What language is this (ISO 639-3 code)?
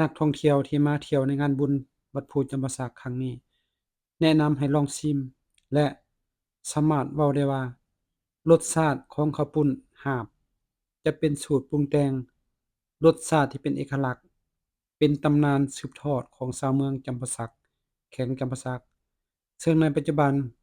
lao